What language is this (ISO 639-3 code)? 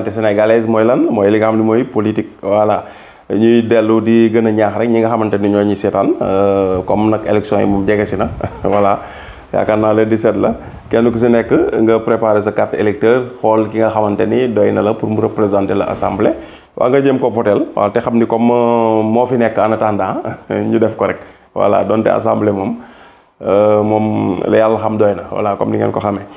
wol